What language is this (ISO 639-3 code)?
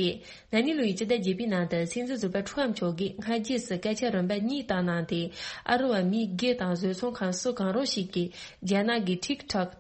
bod